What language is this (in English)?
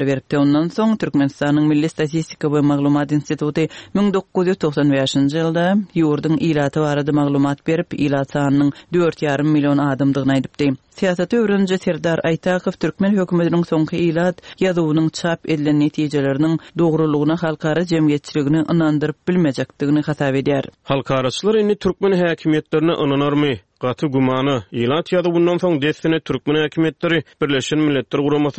Turkmen